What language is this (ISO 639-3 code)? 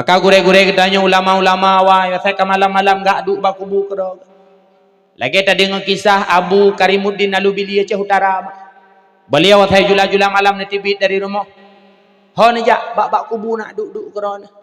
ace